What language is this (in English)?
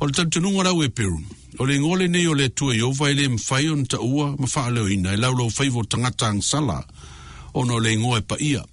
Samoan